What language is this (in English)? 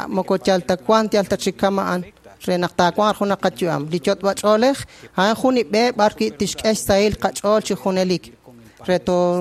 Kekchí